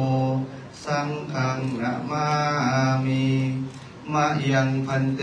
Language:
Pali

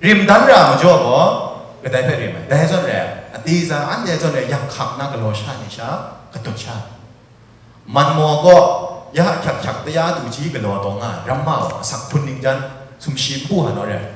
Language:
Kachin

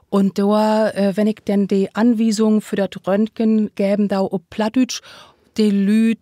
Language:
Low German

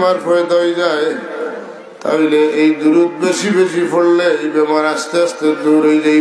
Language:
Sylheti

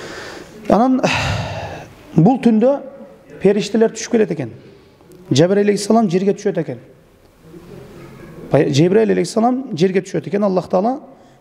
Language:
Kyrgyz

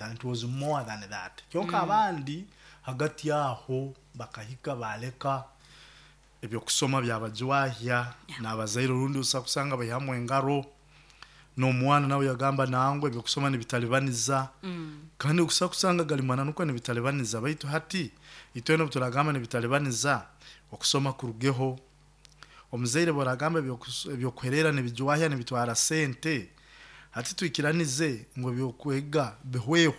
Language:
Nyoro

